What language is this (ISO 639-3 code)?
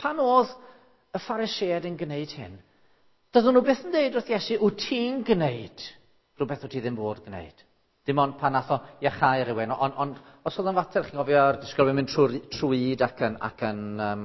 cym